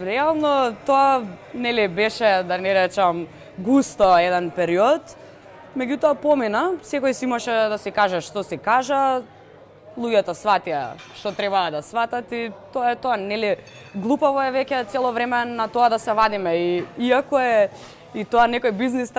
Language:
Macedonian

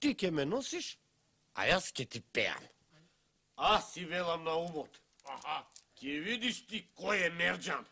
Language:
Macedonian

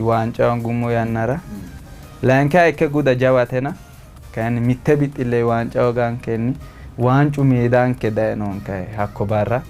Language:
Sidamo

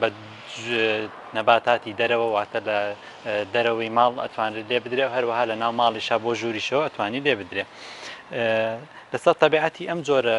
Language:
Central Kurdish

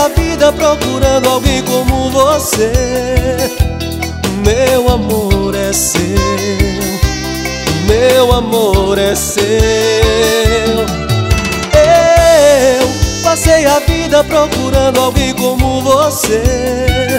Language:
Portuguese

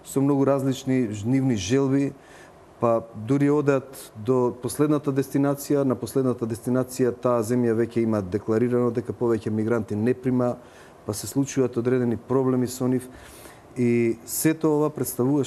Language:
Macedonian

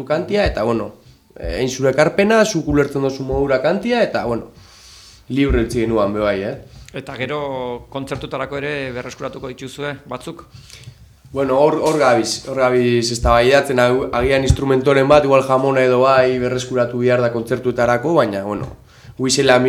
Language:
Basque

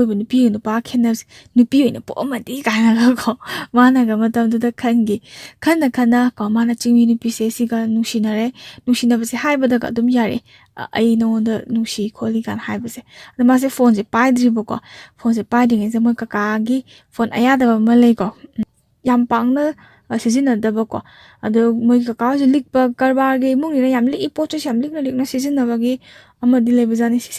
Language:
Manipuri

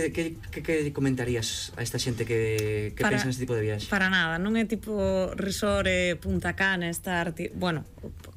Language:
Galician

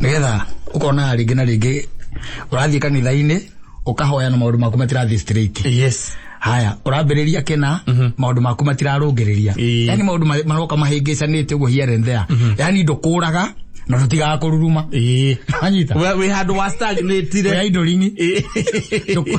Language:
Kikuyu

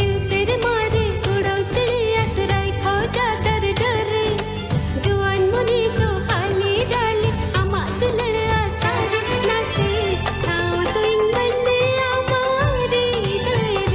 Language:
Santali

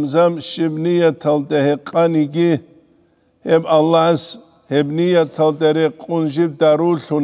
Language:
Avaric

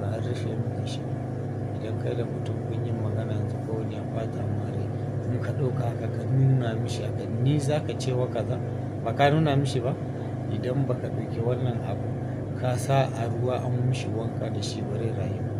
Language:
Hausa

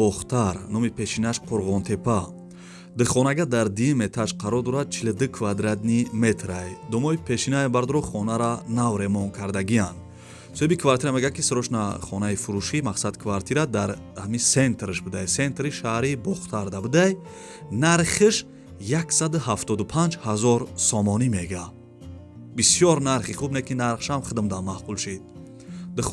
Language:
Tajik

